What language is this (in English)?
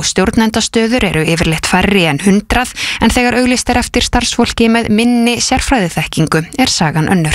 Icelandic